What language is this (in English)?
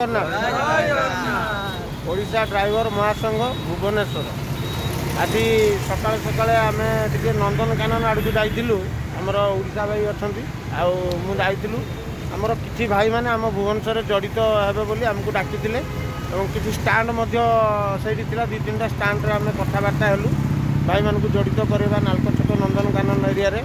Odia